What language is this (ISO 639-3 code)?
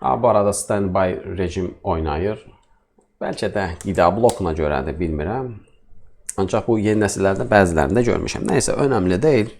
aze